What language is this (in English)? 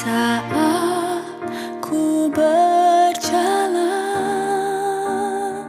Nias